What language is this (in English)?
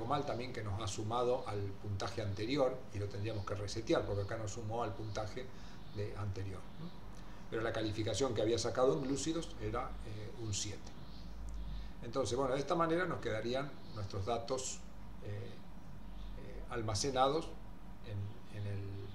Spanish